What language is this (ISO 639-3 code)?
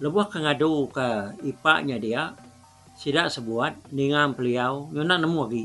iba